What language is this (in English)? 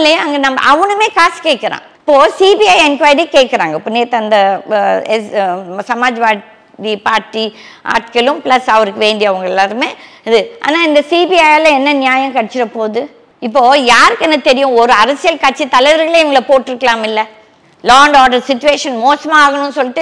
Tamil